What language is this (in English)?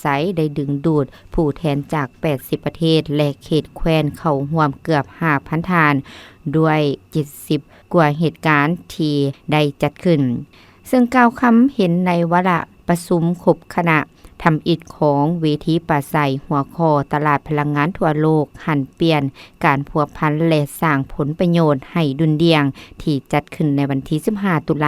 Lao